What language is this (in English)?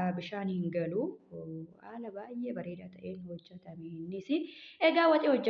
Oromo